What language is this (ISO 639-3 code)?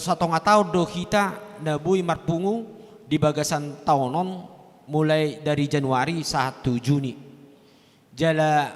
bbc